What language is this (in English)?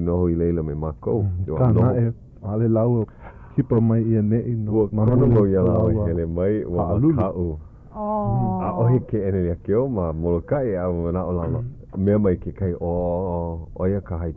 Hawaiian